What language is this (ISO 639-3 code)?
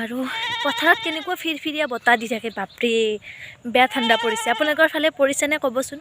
asm